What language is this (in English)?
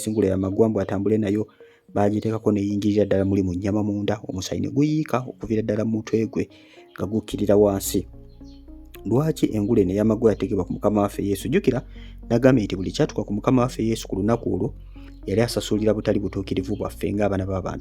Ganda